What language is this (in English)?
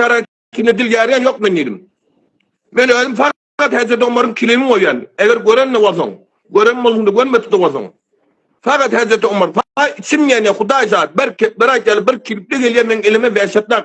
Turkmen